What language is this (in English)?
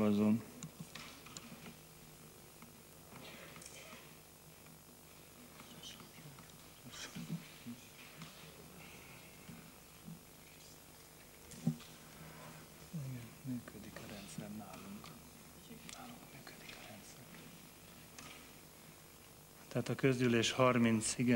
Hungarian